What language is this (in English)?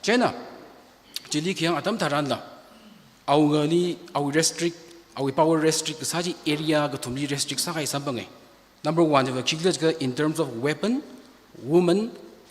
Tangkhul Naga (India)